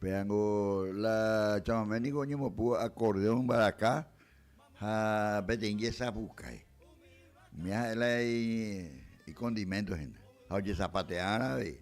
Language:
Guarani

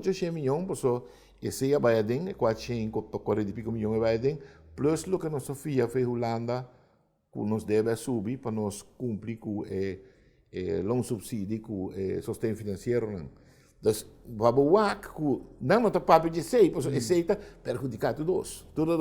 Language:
Papiamento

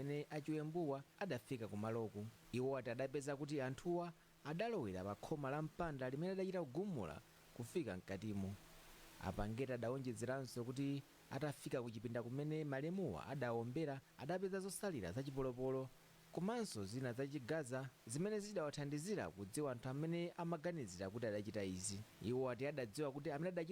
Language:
Nyanja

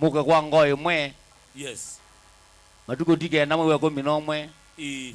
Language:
Kamba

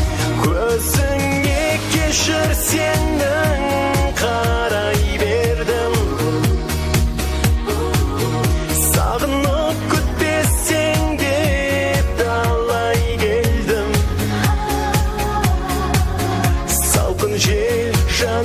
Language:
Kazakh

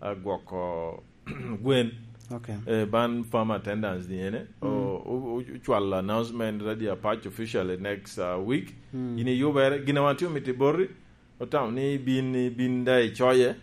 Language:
Lango (Uganda)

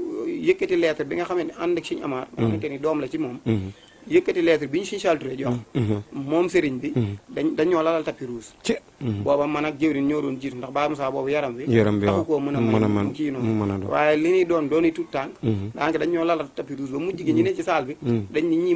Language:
Wolof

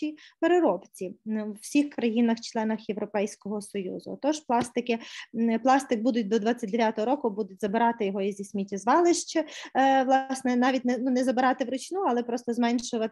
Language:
Ukrainian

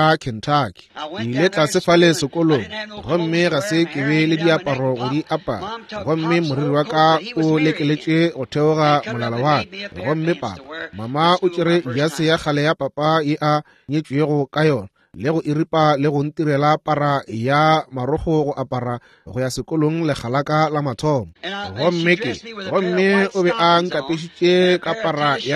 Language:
Northern Sotho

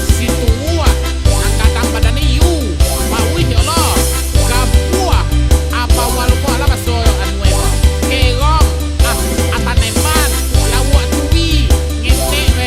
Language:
Minangkabau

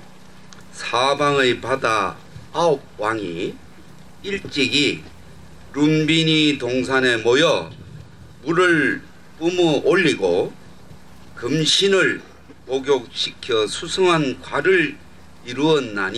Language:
Korean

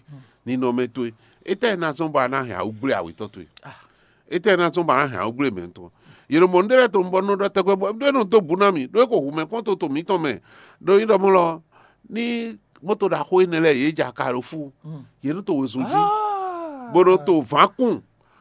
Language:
Fon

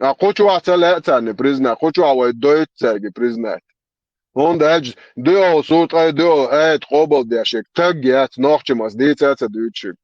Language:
Chechen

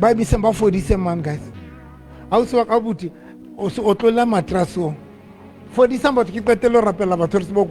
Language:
Southern Sotho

